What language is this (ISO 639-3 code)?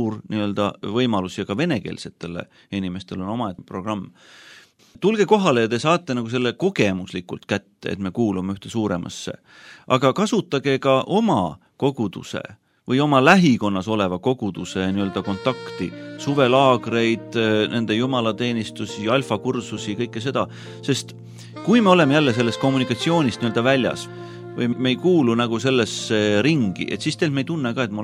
est